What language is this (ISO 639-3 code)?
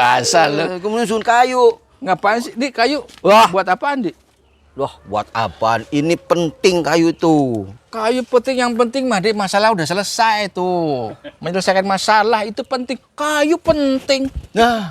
bew